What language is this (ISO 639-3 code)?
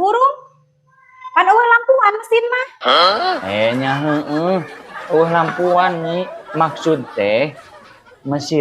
sun